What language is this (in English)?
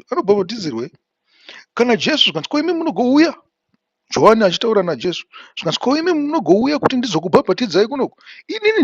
Shona